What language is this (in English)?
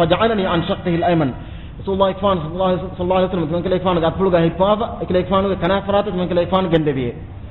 Divehi